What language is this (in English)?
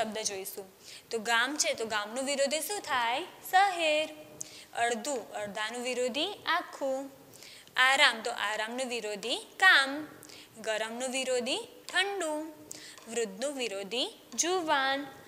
Gujarati